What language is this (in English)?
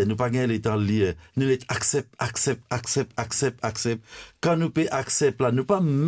Morisyen